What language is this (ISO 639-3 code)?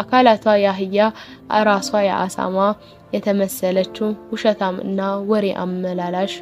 amh